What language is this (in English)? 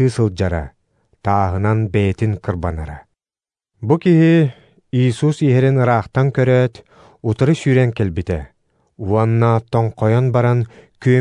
Yakut